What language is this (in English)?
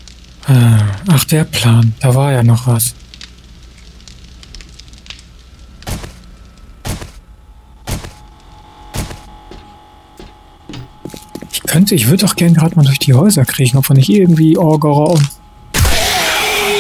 German